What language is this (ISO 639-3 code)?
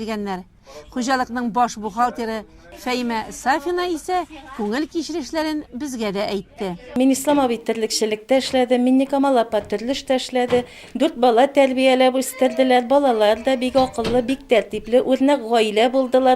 tat